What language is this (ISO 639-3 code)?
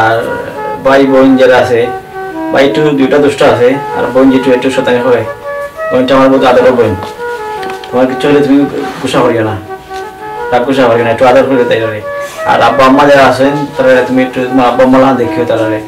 syl